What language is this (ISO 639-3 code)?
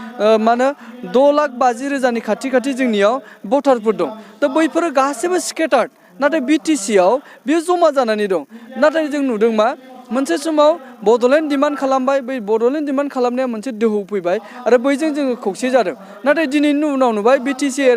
brx